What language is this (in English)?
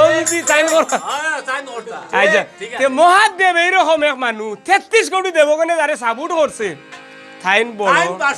Sylheti